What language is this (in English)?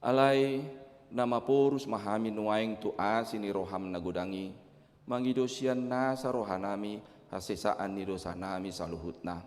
Batak Toba